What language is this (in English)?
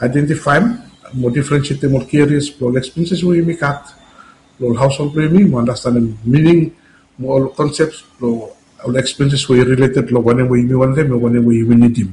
Bislama